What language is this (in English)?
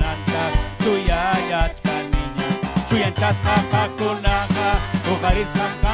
Ayacucho Quechua